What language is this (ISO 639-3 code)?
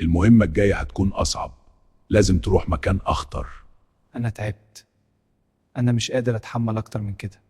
arz